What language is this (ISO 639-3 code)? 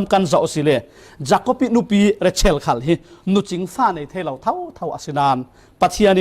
cfm